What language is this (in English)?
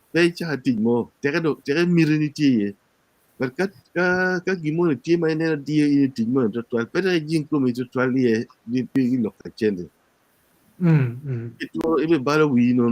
Acoli